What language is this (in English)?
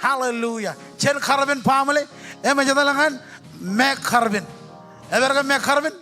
Marshallese